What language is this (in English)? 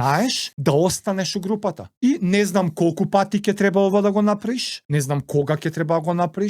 Macedonian